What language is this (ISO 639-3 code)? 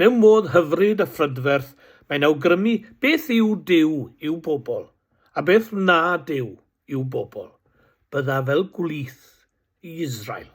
cym